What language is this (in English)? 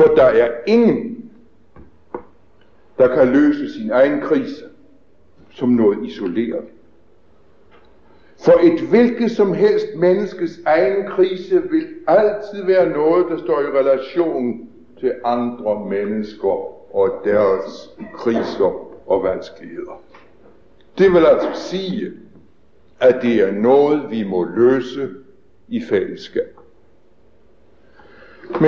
Danish